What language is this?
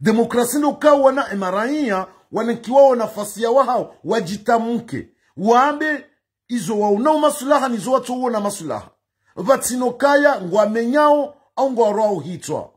Ngazidja Comorian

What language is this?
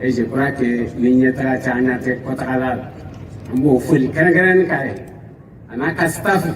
Bambara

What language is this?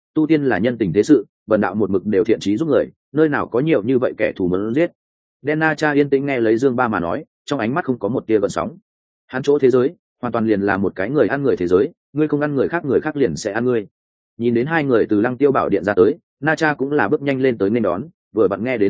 Vietnamese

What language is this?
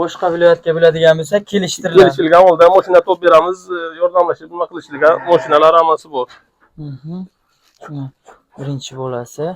Uzbek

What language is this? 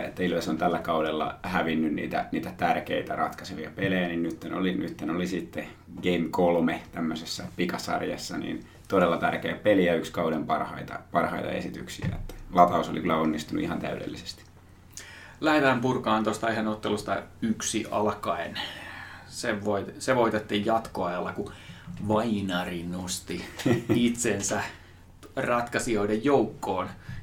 Finnish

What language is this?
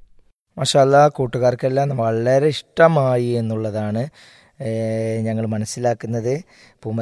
Malayalam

